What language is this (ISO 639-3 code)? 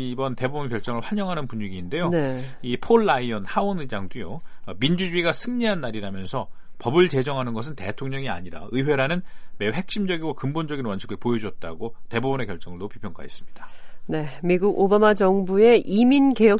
kor